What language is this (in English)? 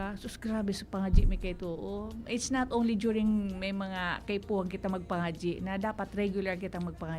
Bikol